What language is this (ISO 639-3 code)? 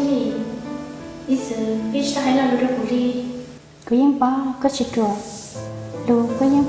hmn